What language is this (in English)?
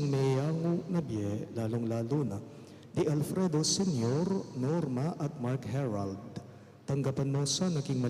Pampanga